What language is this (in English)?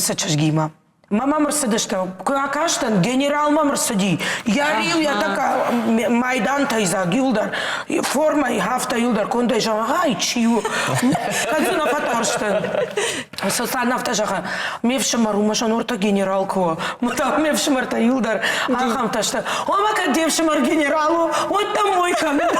Ossetic